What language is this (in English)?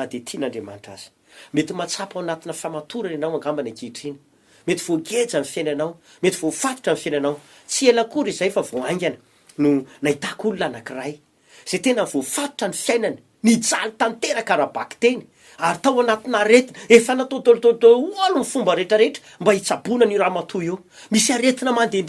Malagasy